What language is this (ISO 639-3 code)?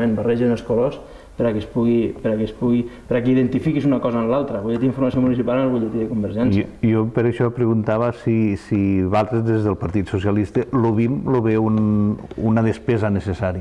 cat